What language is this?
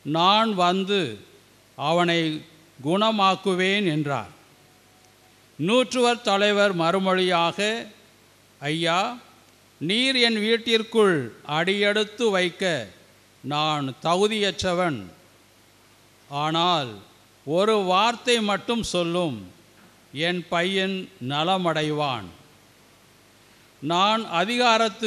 Tamil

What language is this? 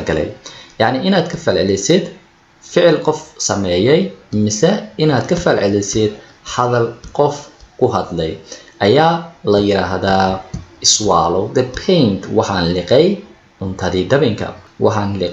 Somali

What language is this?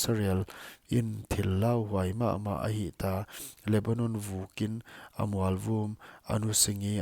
Paite Chin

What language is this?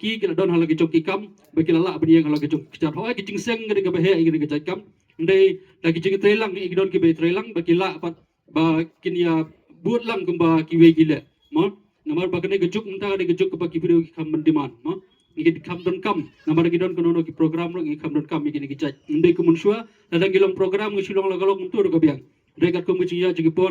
Khasi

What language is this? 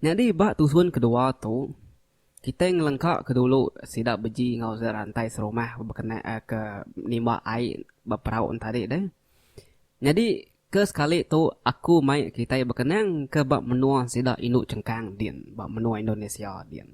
Iban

